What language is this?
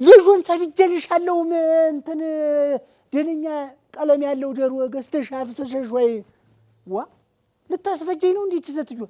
Amharic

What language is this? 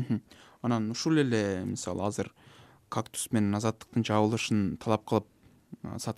Kyrgyz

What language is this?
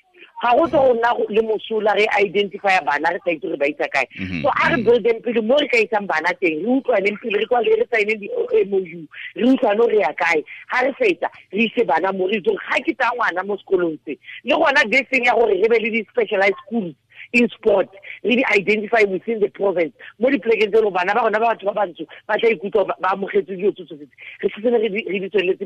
Tswana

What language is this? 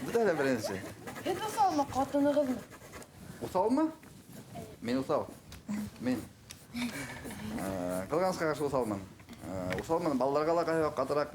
Bashkir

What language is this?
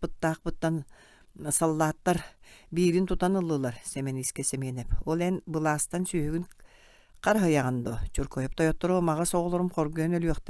Yakut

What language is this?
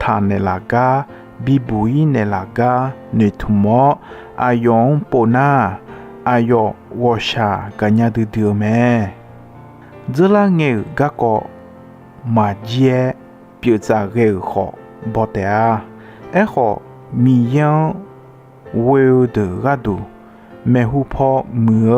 Akha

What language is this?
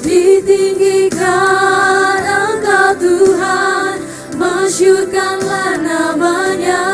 Ambonese Malay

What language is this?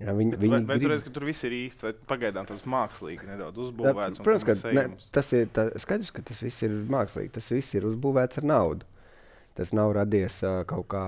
Latvian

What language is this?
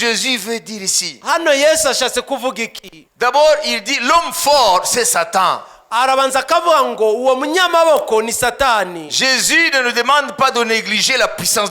Kinyarwanda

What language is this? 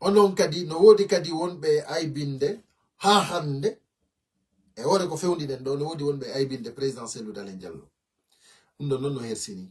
Fula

